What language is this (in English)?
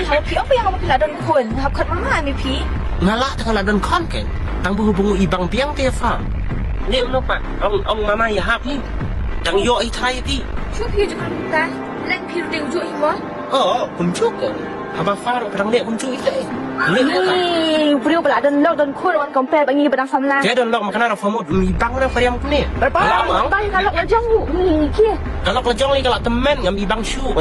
Khasi